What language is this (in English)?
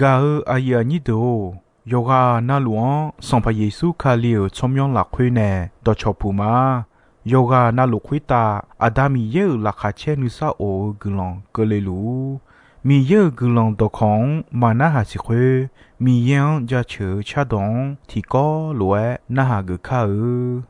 Akha